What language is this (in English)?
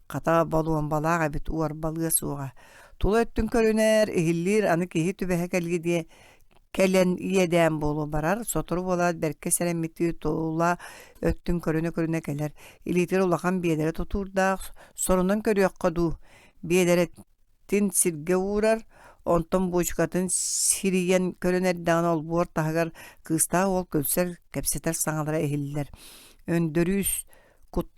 Yakut